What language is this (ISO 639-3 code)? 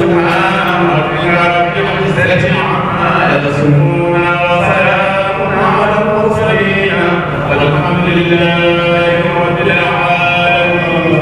ful